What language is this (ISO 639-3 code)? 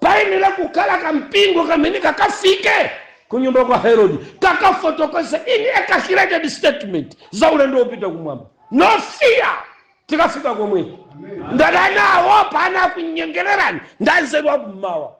nya